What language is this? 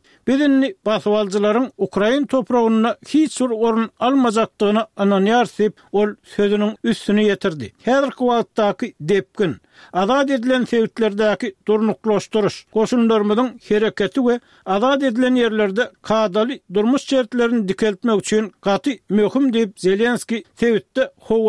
Turkmen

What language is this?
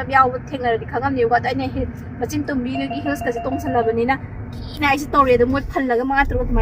Manipuri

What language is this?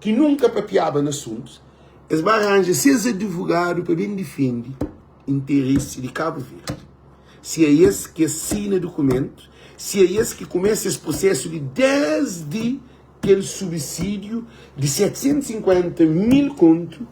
Kabuverdianu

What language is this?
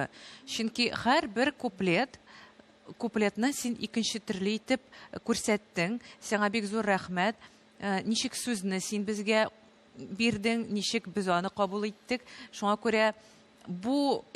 Tatar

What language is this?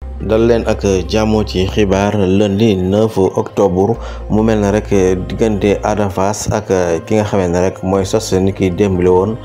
Wolof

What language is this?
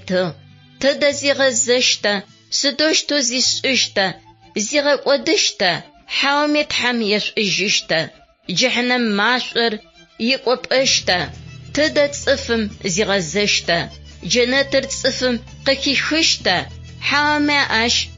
Adyghe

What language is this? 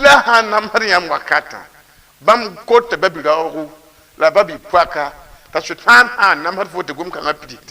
Mossi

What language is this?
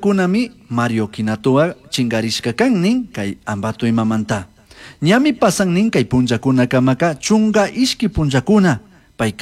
Chimborazo Highland Quichua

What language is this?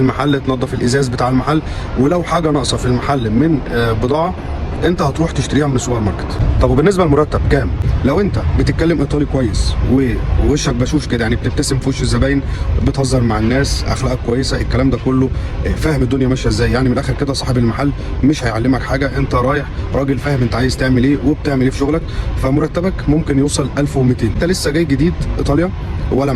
Egyptian Arabic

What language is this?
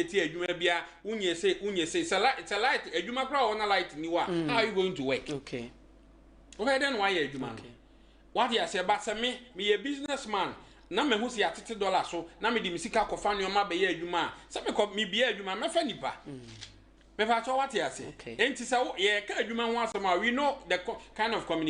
Akan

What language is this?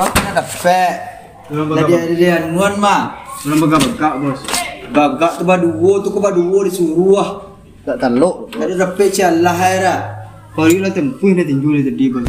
Minangkabau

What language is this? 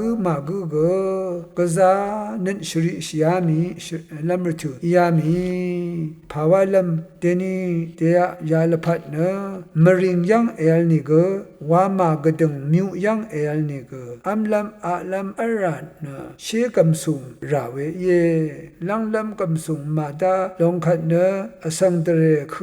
Rawang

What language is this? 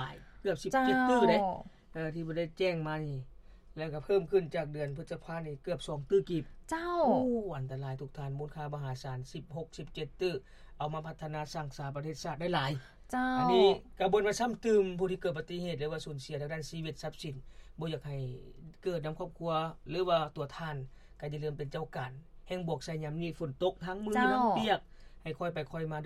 Lao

